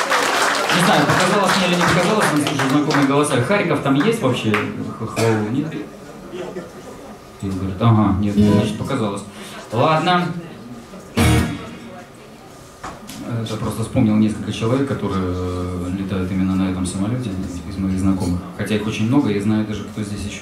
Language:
Russian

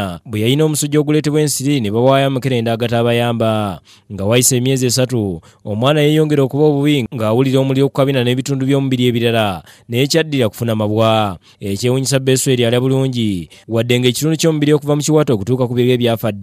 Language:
Ganda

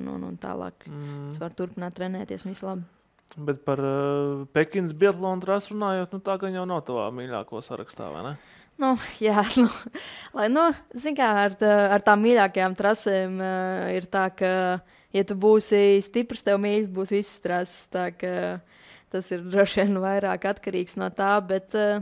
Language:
Latvian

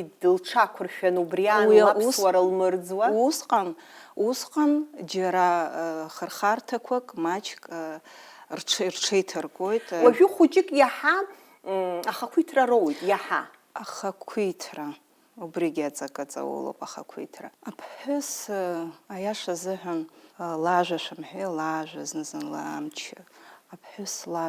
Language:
Abkhazian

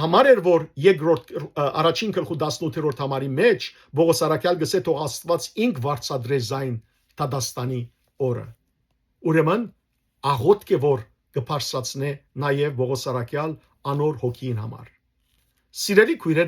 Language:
Western Armenian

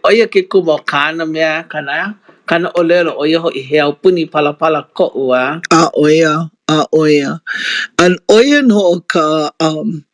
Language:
Hawaiian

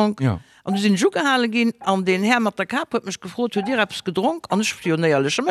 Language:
Luxembourgish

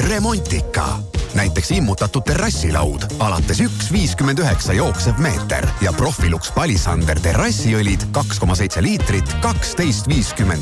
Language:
Estonian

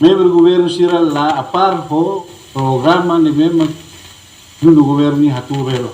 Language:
Tetum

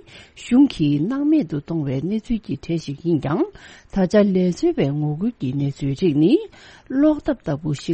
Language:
Tibetan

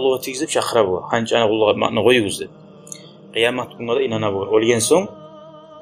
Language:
Kumyk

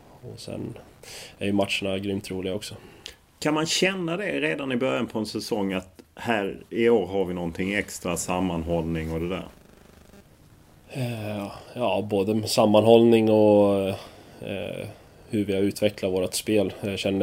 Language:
Swedish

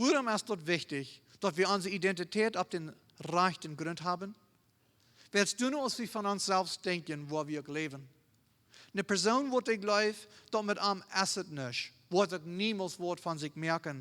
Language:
Plautdietsch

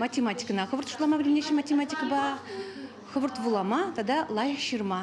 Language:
Chuvash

